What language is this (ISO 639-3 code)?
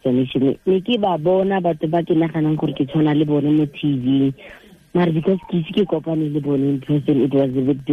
tsn